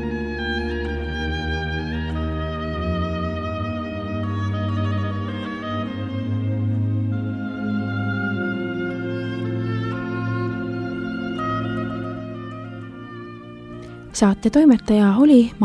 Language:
Estonian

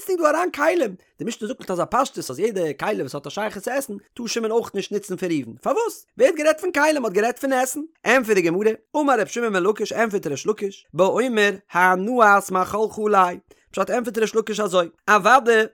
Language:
Yiddish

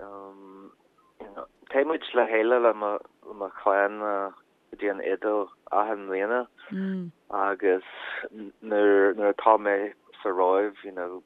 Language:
Irish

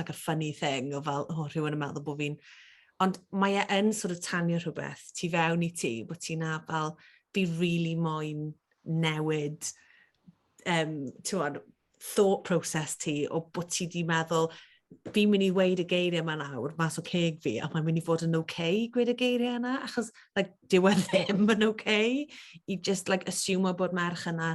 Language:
Welsh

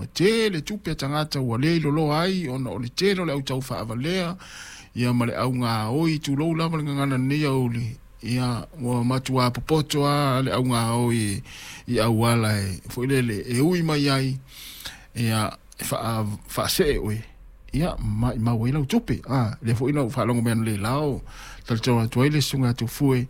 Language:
Samoan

